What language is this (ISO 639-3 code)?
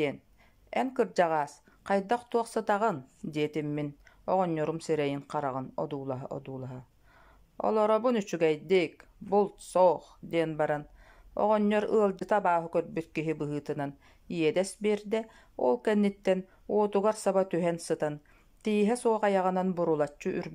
sah